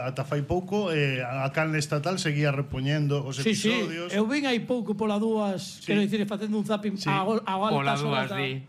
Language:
Galician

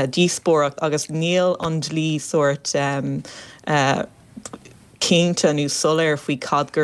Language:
Irish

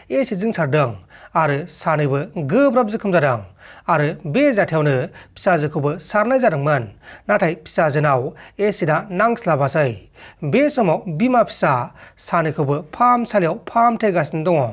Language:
Bodo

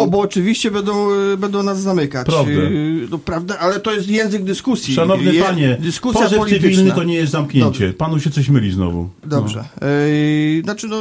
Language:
Polish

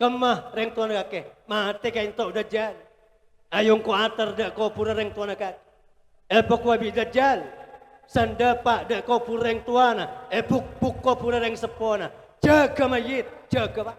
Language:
Madurese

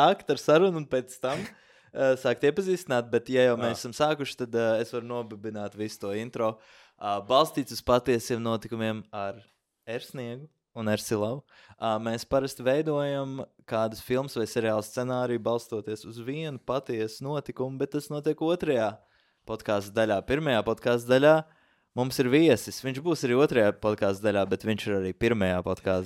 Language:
Latvian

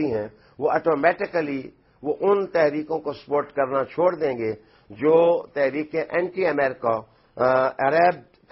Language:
Urdu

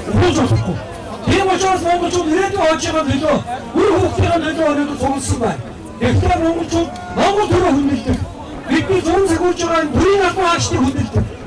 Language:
Mongolian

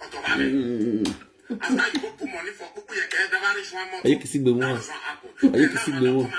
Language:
Nigerian Pidgin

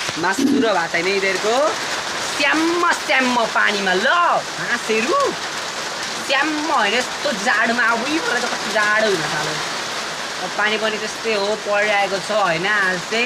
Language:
Nepali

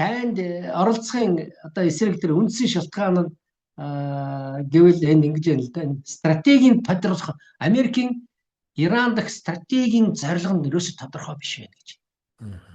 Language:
Mongolian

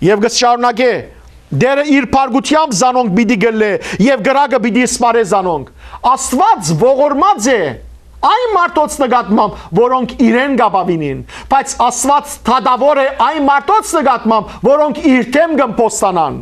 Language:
Western Armenian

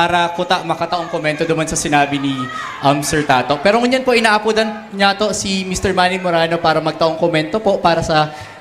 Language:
Bikol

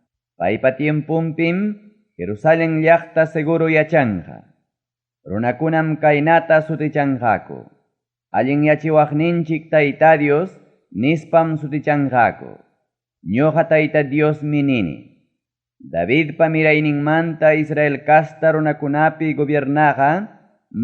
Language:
Ayacucho Quechua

